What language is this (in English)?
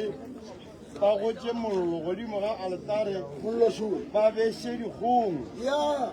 Northern Sotho